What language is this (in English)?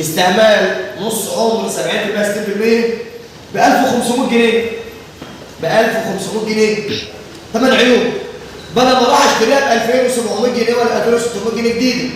Egyptian Arabic